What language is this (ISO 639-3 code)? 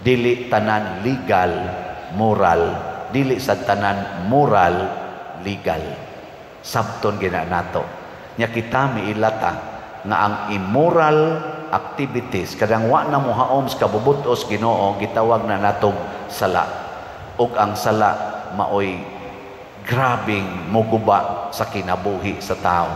ceb